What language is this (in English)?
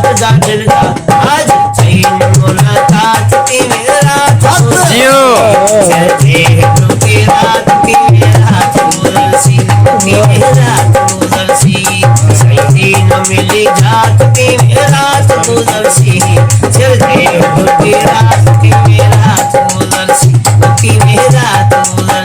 Saraiki